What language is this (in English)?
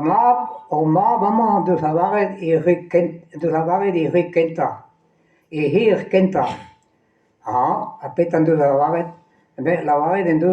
Breton